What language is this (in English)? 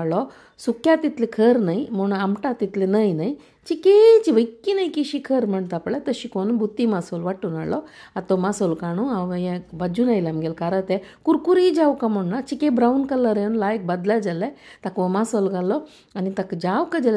Konkani